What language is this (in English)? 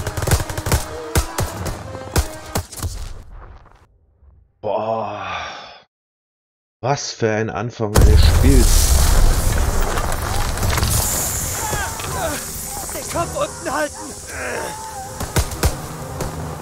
German